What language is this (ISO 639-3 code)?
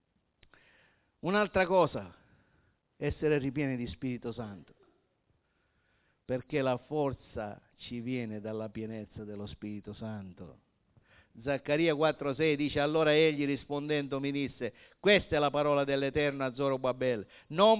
ita